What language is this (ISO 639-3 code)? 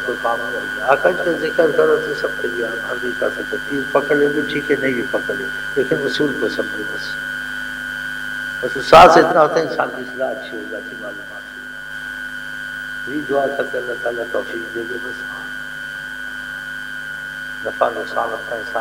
urd